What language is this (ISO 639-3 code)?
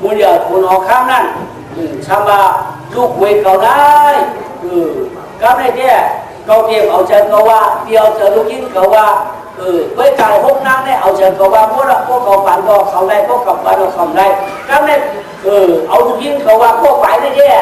shn